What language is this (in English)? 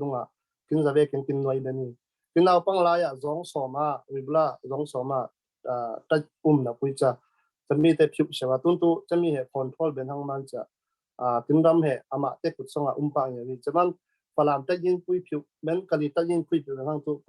Falam Chin